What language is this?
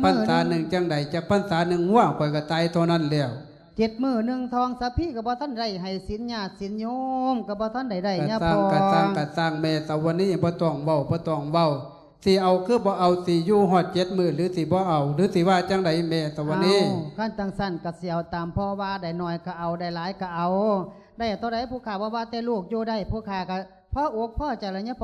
Lao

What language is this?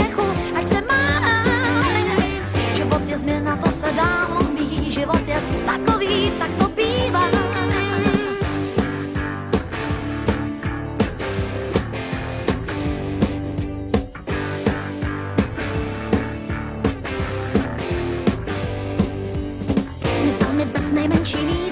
Czech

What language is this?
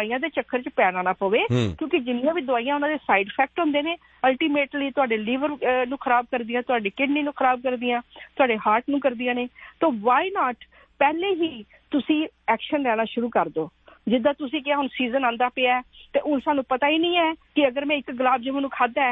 Punjabi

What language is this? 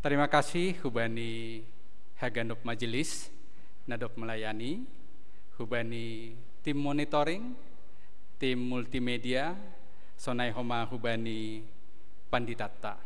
Batak Simalungun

